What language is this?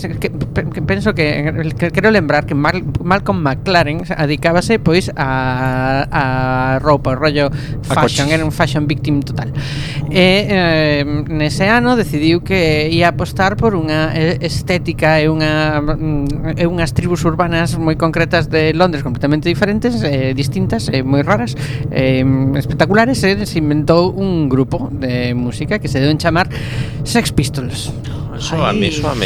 Galician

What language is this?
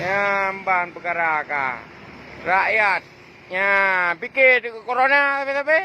Achinese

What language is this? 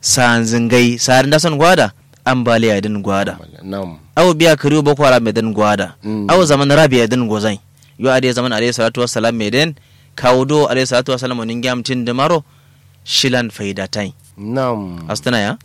Kanuri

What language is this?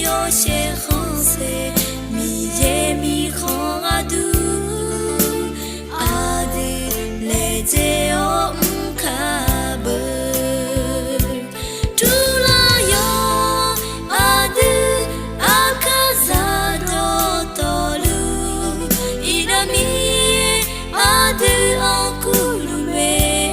Akha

